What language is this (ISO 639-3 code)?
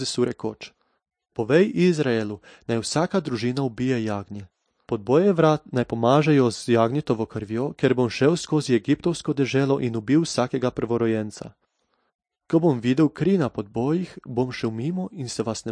slv